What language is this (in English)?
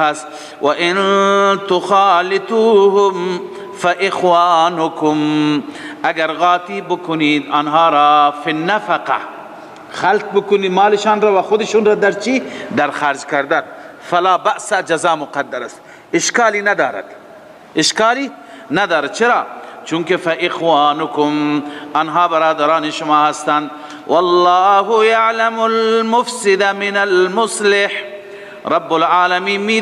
Persian